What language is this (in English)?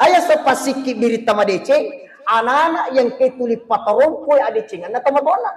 Buginese